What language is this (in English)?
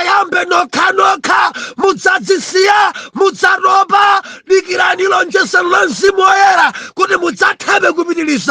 Nyanja